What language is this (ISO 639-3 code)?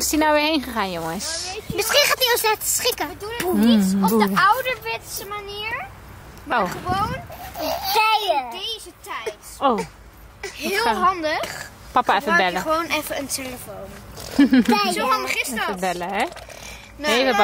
nld